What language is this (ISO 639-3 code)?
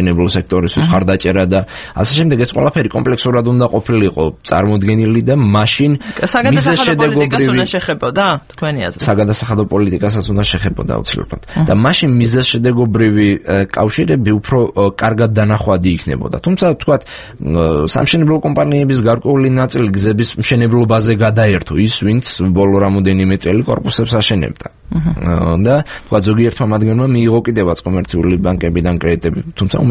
kat